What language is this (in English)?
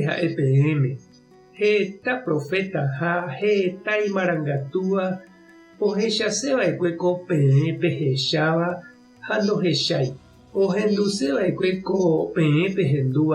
Guarani